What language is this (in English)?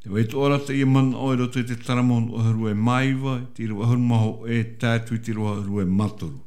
Tahitian